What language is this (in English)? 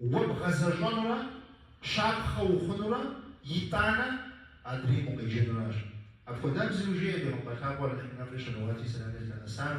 Kabardian